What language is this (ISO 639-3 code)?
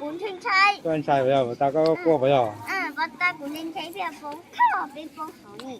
hmn